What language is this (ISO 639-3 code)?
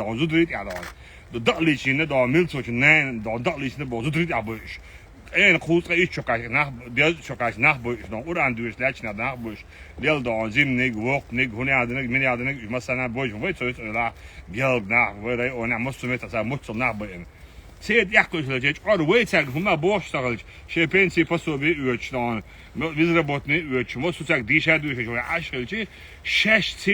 che